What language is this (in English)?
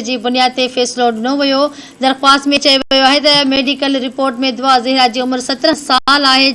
Sindhi